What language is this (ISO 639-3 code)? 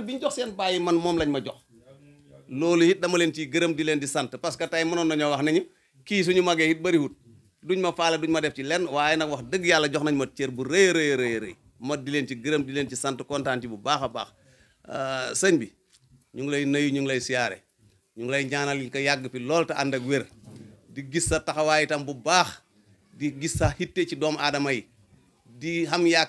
wol